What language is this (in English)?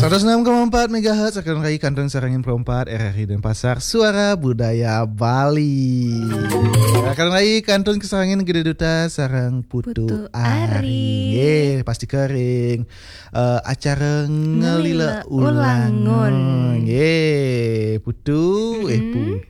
Balinese